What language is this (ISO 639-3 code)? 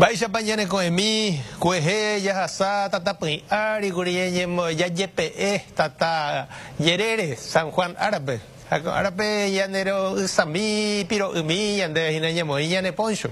grn